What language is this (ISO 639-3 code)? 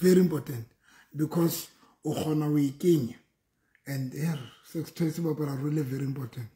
sot